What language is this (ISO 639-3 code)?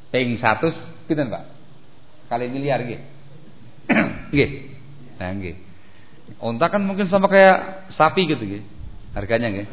ind